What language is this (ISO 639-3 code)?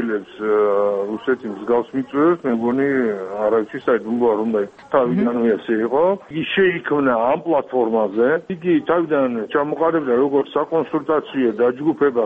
kat